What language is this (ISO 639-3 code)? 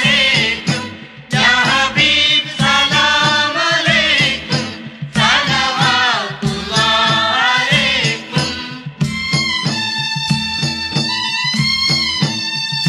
mal